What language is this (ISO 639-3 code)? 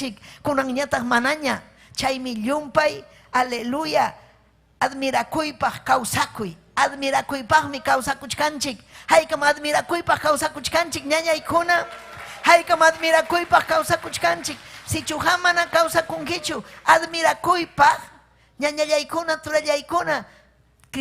quy